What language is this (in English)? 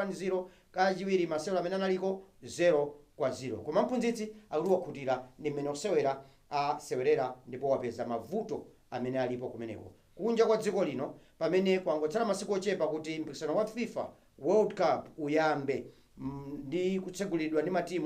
Nyanja